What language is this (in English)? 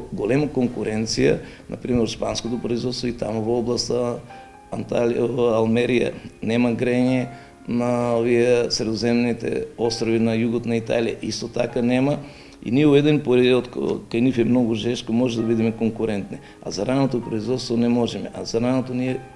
Macedonian